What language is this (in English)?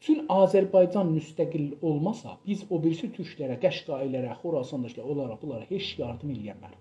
South Azerbaijani